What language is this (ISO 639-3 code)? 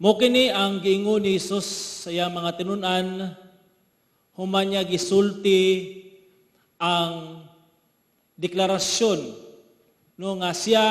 ceb